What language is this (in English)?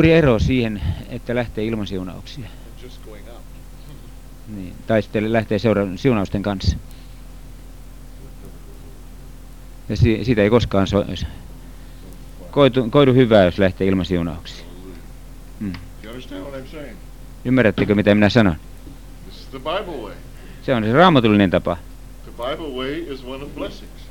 Finnish